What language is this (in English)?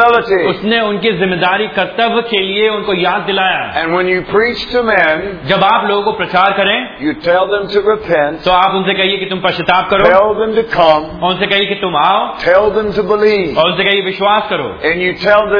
Hindi